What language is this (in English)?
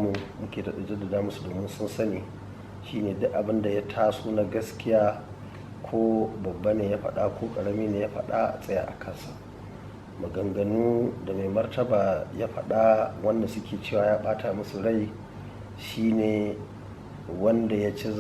Hausa